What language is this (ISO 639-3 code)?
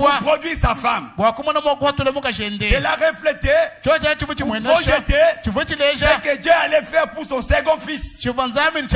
fra